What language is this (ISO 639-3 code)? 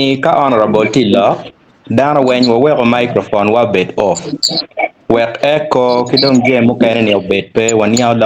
ach